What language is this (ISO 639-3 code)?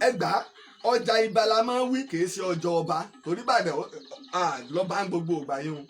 yor